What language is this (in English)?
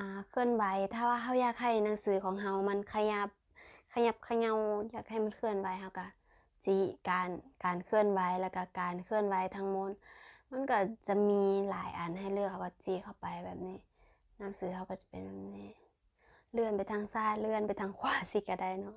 Lao